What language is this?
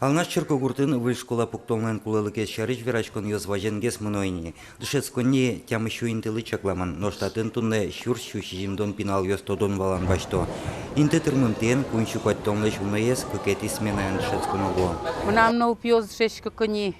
Udmurt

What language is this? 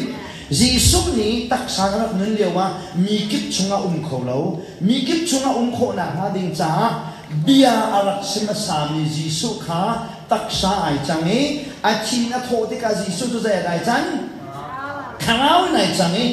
Hakha Chin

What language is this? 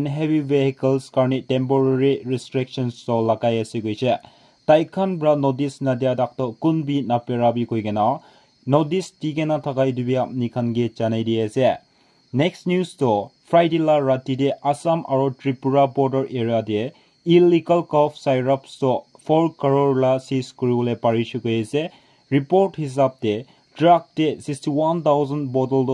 Naga Pidgin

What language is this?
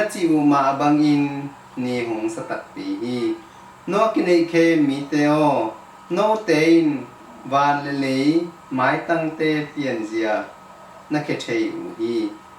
Tedim Chin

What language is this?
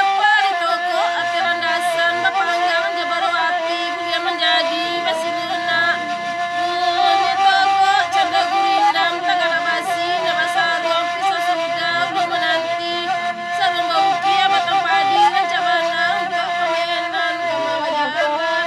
Minangkabau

